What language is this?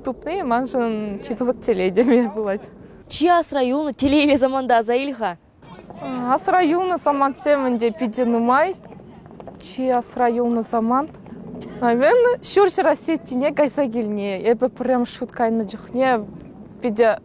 Chuvash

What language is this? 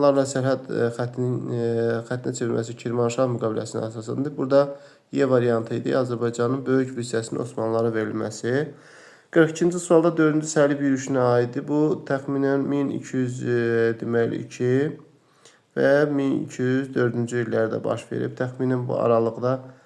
Azerbaijani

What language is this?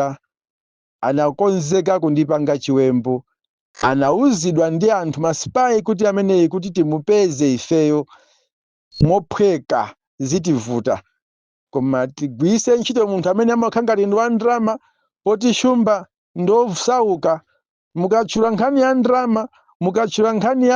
Nyanja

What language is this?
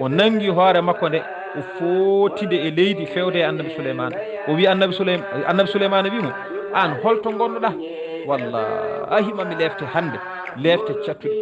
Fula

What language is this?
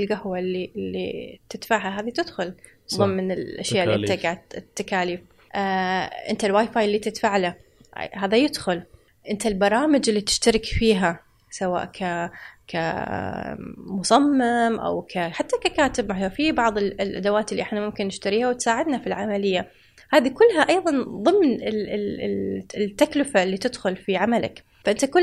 Gulf Arabic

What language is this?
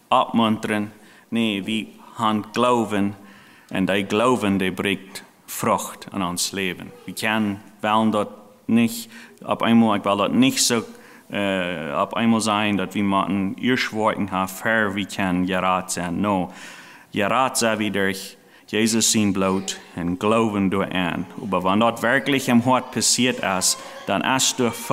Plautdietsch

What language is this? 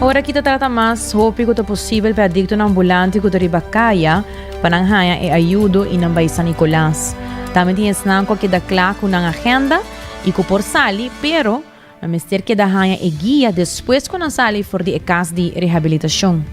Papiamento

